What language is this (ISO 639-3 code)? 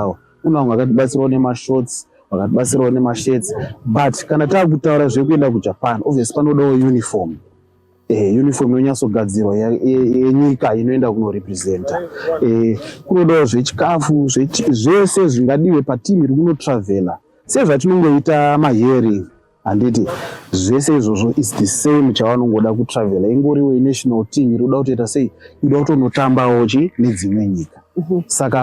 sna